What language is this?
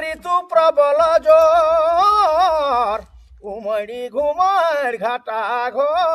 Sadri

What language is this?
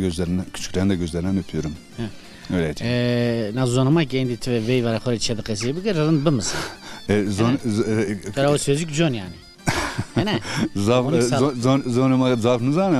Zaza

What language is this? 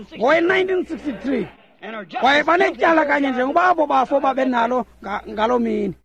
Xhosa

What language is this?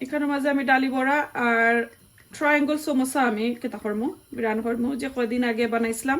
Sylheti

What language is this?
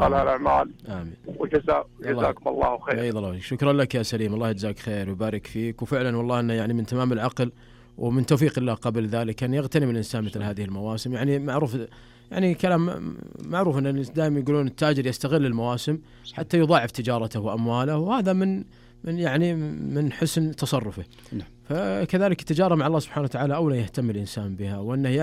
Najdi Arabic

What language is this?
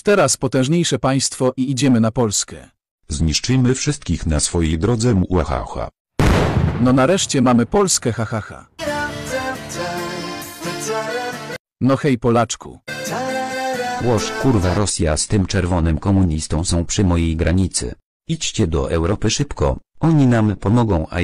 Polish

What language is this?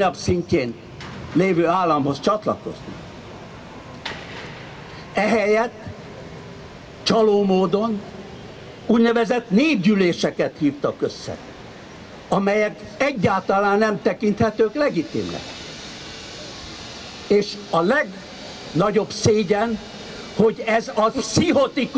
Hungarian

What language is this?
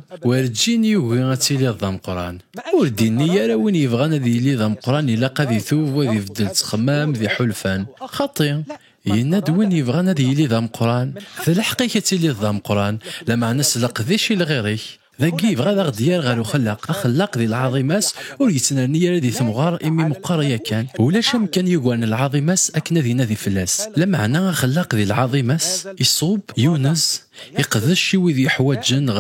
Kabyle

